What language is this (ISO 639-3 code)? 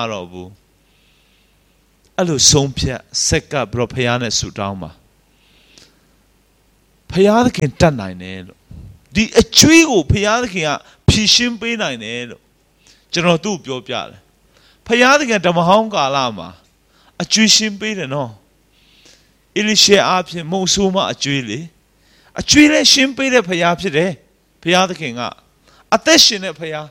mya